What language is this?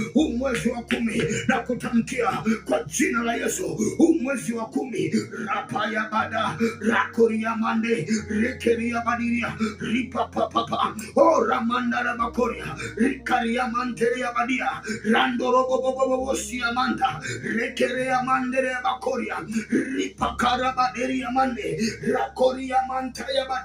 Swahili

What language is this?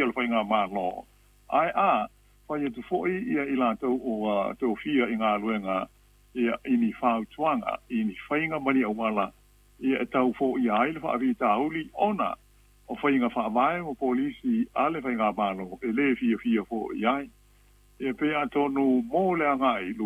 Samoan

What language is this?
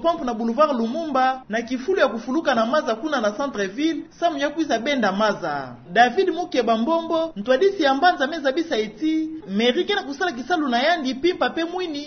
Kituba (Democratic Republic of Congo)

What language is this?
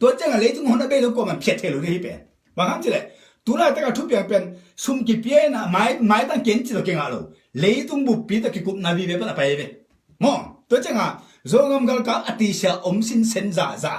Tedim Chin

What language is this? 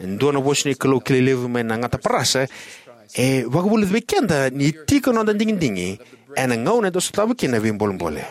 Fijian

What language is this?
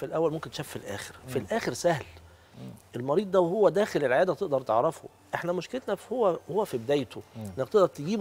Egyptian Arabic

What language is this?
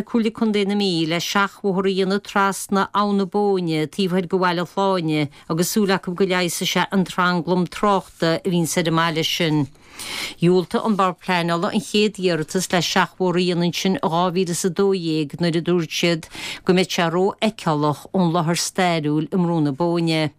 Irish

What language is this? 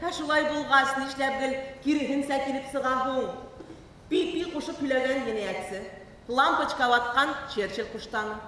Bashkir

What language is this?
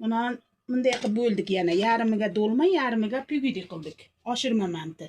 Uzbek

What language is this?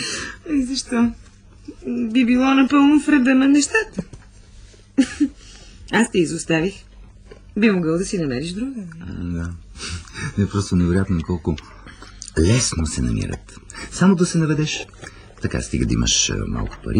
Bulgarian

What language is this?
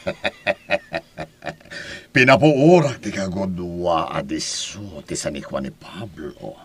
Iloko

